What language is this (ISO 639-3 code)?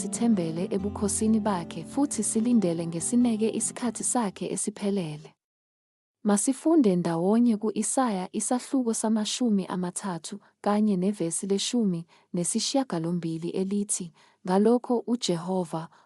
zul